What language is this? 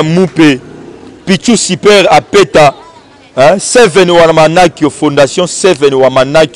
Lingala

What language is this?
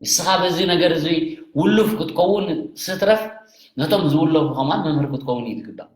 Tigrinya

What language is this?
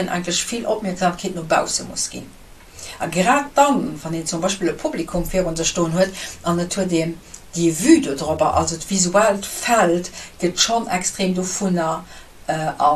Luxembourgish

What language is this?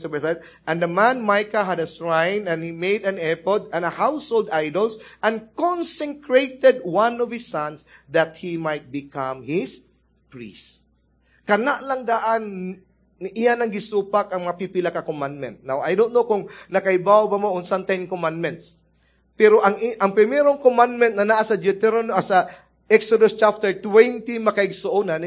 Cebuano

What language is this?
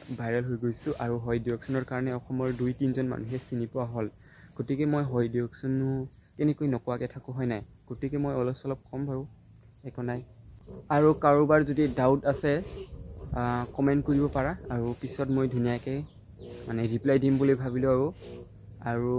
Assamese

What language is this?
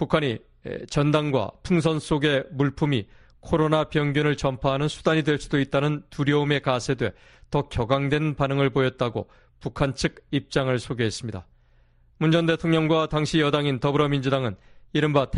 Korean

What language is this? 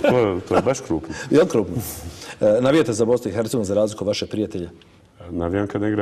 Bosnian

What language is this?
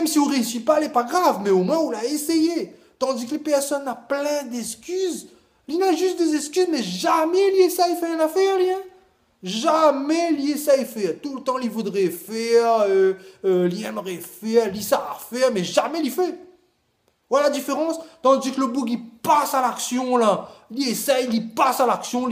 Réunion Creole French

